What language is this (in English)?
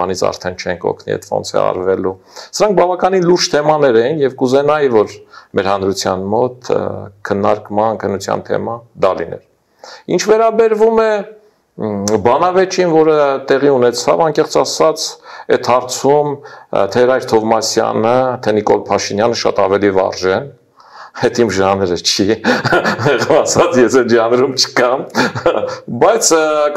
Armenian